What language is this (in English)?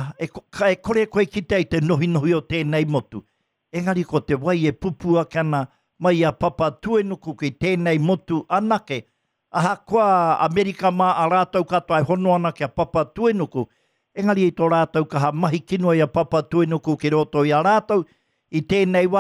Māori